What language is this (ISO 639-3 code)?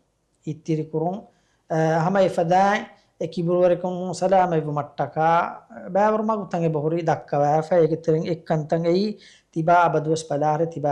div